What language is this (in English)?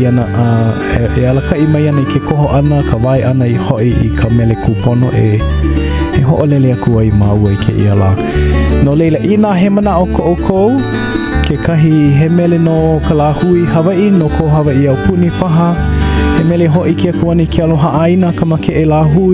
Hawaiian